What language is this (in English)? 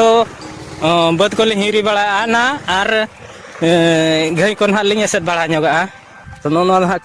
Santali